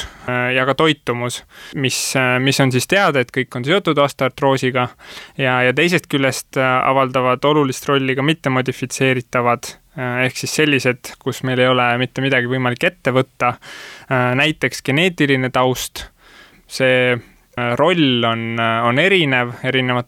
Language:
Estonian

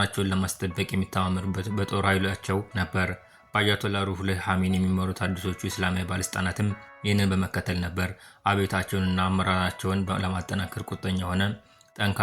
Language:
Amharic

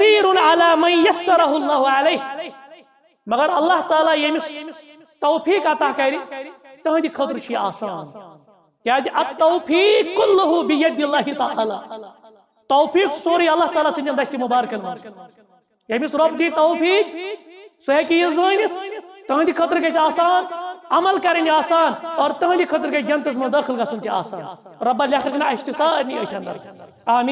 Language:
Kashmiri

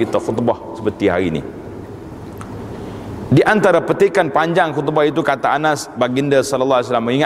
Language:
Malay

